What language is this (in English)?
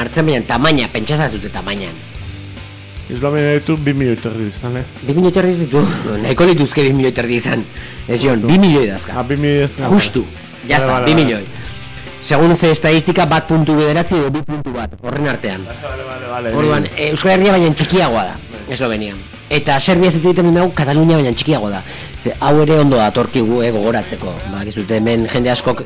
Basque